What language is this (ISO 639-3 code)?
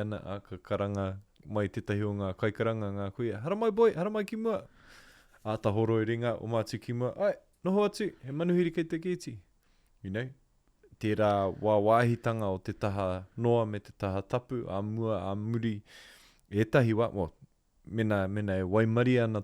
mri